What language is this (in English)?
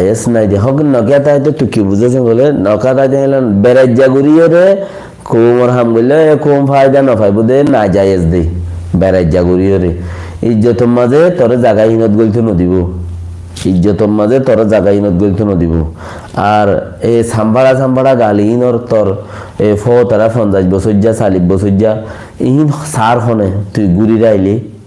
Rohingya